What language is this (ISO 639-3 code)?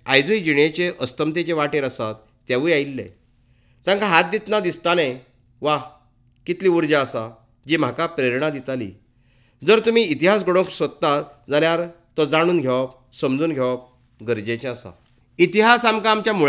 kok